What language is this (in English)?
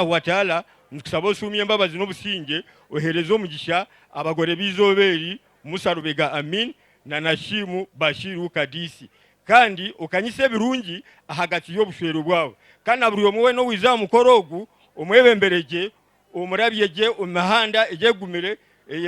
Nyankole